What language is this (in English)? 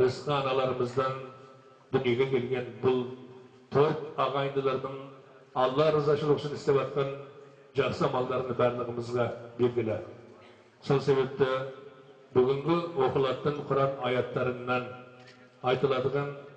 Kazakh